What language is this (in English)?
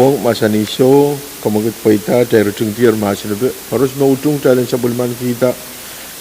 Pohnpeian